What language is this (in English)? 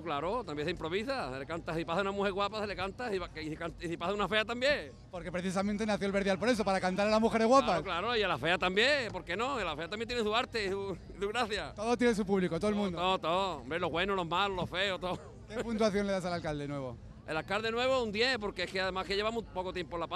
Spanish